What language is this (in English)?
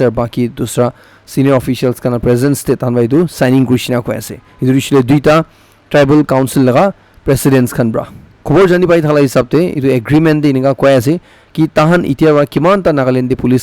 Naga Pidgin